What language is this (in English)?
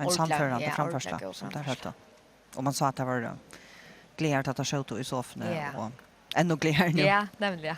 Faroese